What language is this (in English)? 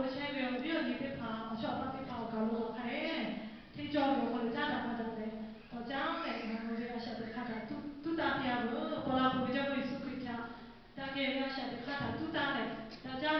Lahu